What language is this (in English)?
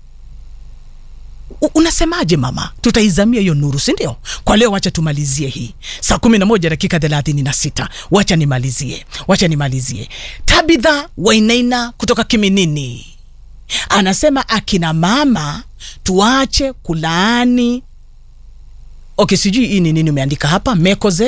Swahili